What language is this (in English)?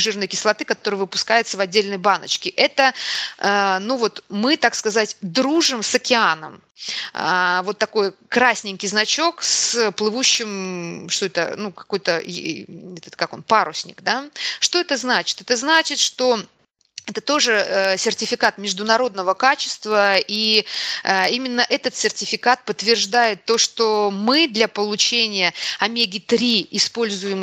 Russian